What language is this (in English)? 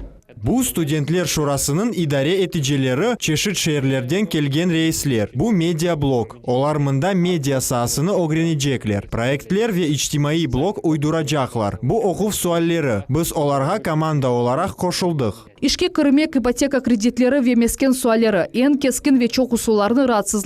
Crimean Tatar